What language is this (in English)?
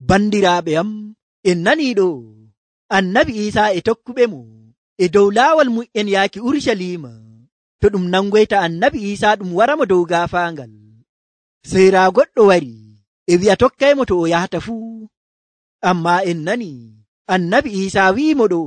Nigerian Fulfulde